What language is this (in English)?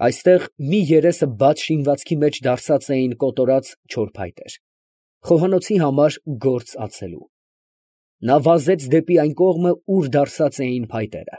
Armenian